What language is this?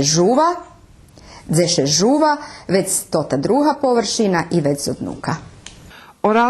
Rusyn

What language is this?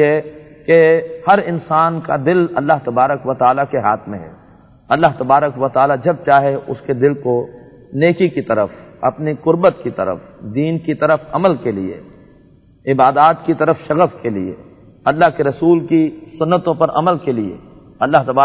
Urdu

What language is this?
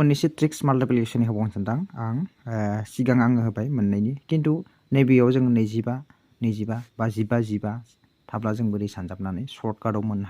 Bodo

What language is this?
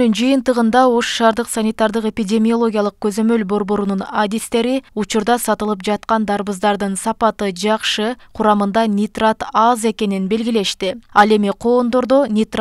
Kyrgyz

